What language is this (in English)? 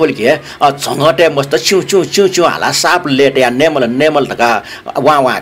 Newari